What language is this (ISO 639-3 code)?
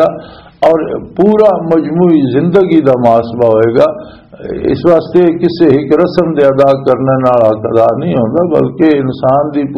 lah